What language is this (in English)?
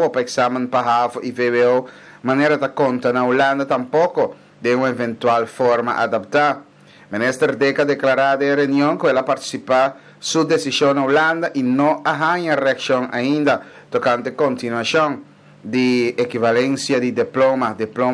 Papiamento